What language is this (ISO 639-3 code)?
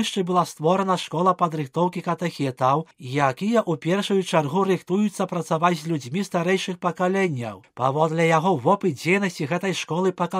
bel